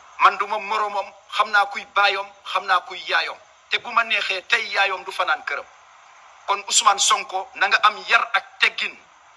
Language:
Wolof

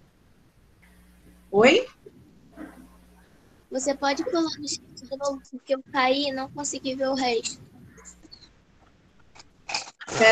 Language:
Portuguese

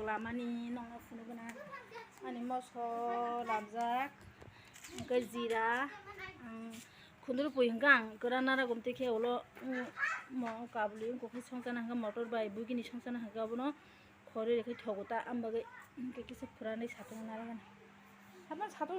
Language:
Kok Borok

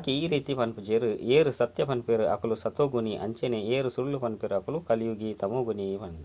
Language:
Tulu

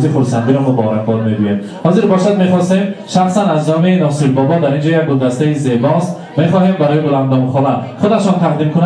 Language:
Tajik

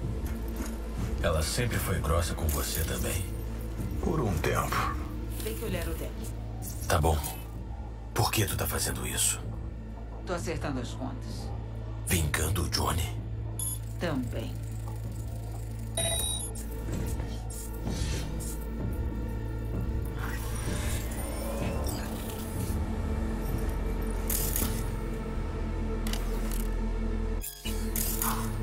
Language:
Portuguese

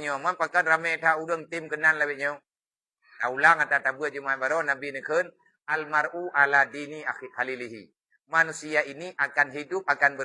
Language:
Achinese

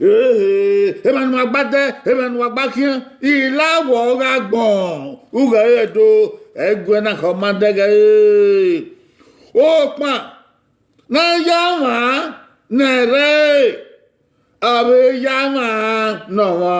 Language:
Bini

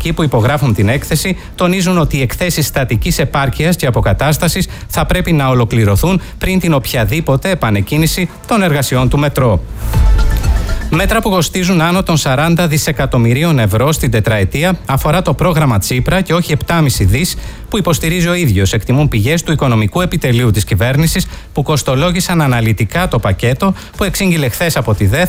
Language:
Greek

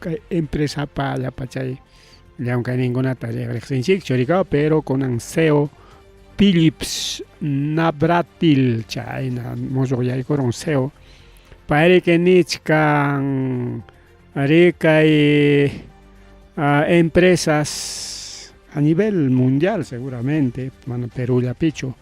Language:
Ayacucho Quechua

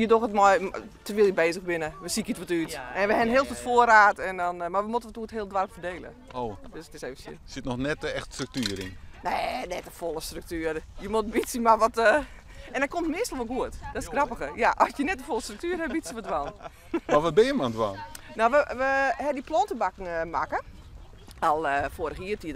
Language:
Western Frisian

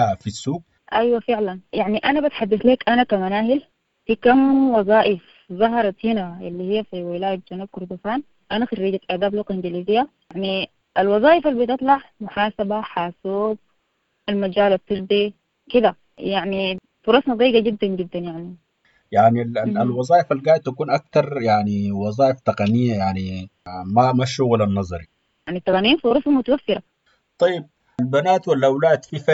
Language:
Sudanese Arabic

